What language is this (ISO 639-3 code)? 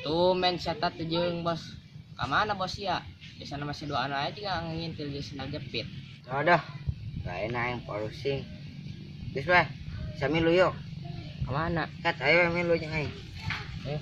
sun